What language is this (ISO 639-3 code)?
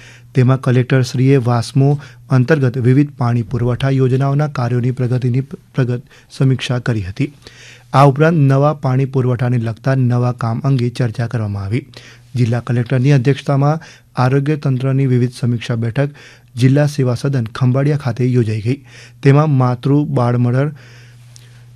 guj